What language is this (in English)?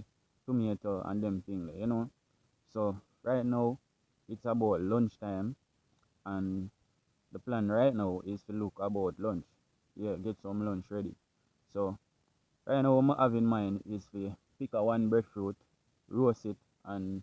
Jamaican Creole English